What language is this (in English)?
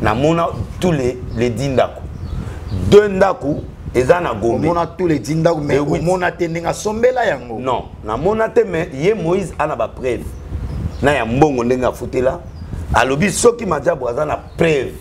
Lingala